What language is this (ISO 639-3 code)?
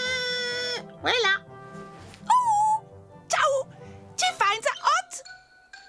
roh